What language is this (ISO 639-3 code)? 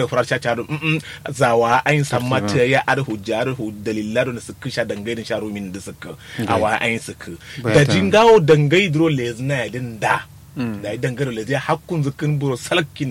kau